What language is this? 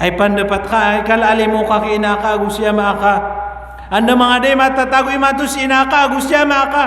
Maranao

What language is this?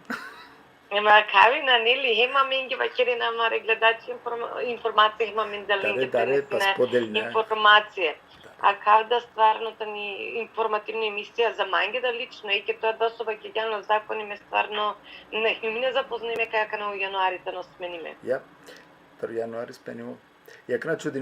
Balkan Romani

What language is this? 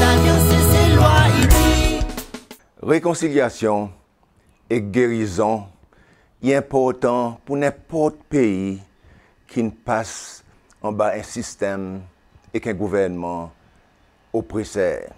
Seselwa Creole French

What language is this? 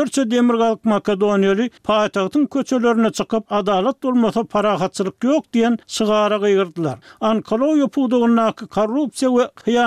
Turkmen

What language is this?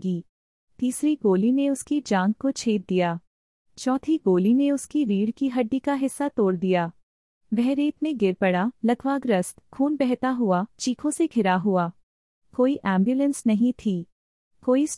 Hindi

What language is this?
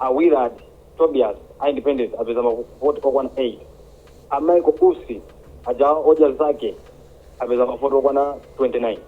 Nyanja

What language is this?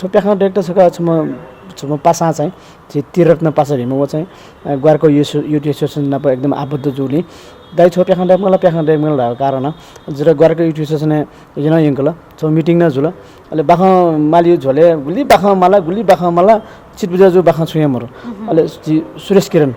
Newari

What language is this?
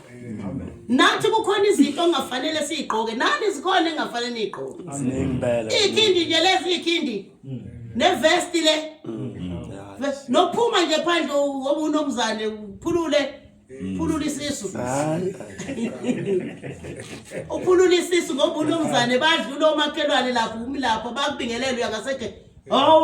Zulu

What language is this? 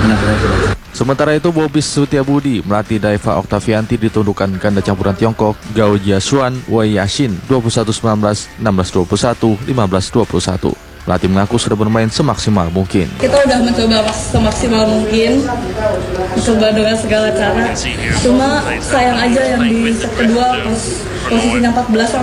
Indonesian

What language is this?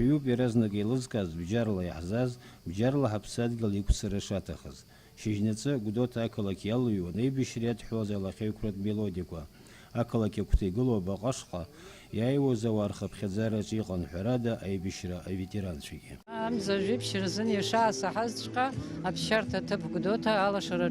Abkhazian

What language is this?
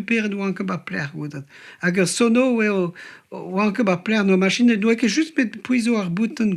Breton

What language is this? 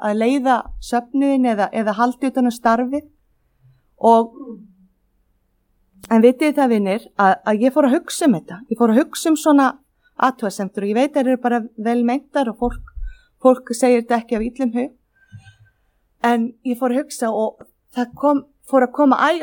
Icelandic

